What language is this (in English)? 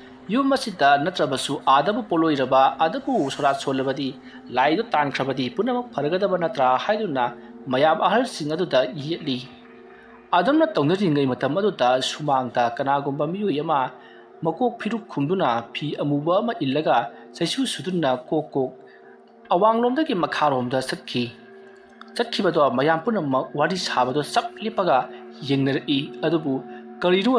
Manipuri